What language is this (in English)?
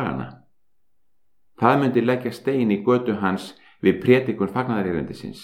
Icelandic